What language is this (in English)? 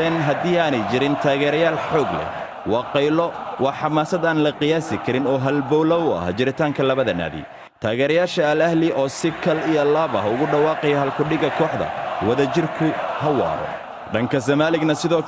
Somali